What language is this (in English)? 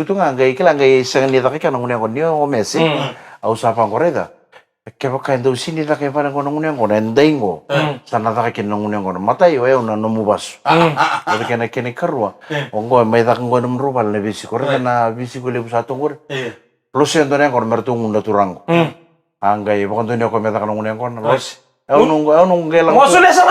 Fijian